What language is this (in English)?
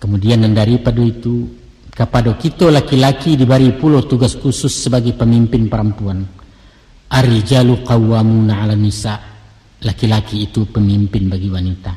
Minangkabau